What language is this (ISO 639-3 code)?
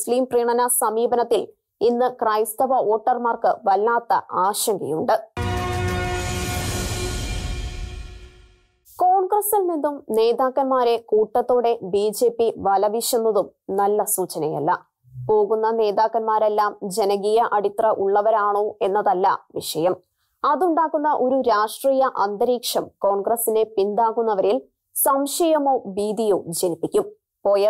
mal